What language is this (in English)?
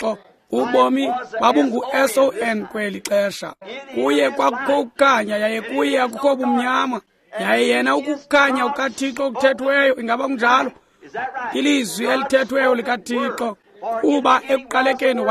Xhosa